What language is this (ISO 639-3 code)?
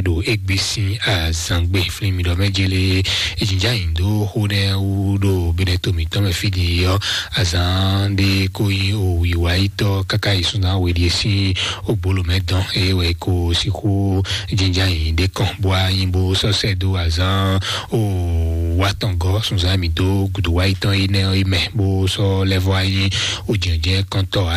fon